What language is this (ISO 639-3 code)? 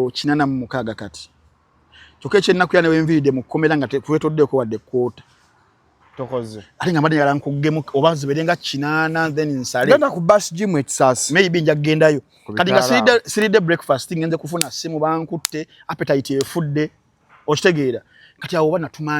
lug